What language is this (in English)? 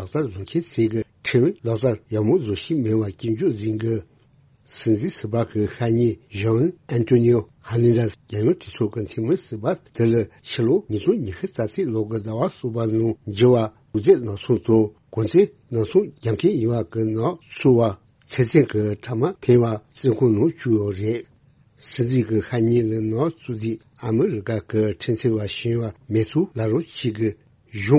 Tibetan